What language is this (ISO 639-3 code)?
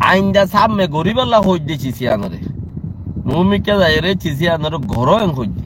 rhg